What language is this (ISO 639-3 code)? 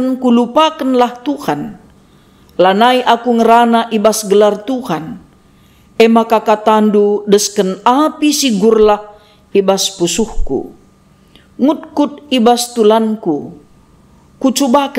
btx